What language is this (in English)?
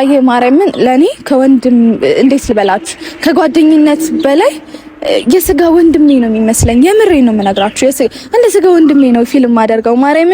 Amharic